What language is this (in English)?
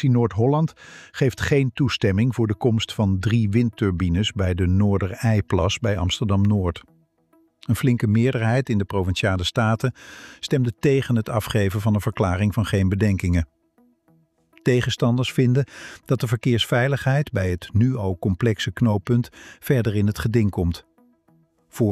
Dutch